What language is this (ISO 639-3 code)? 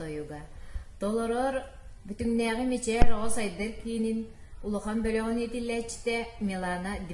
sah